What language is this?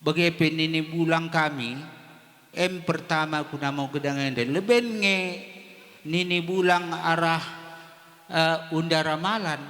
Batak Karo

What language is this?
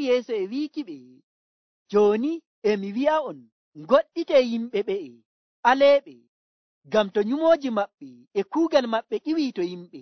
Nigerian Fulfulde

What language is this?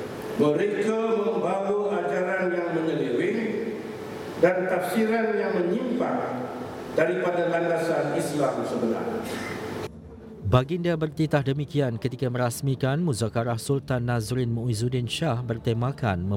Malay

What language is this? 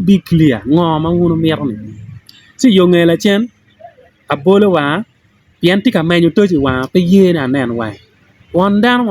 Acoli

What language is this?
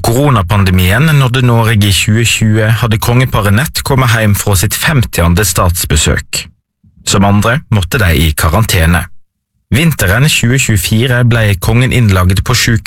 Norwegian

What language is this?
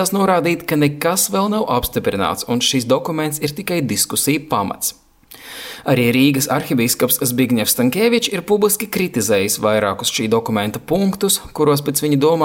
Latvian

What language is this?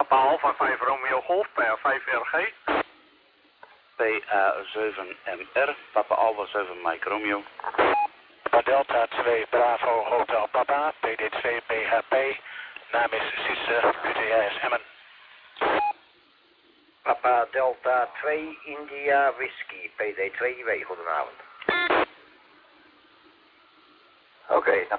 Dutch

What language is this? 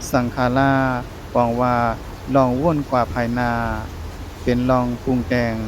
Shan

